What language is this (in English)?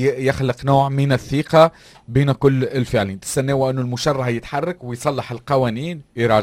Tunisian Arabic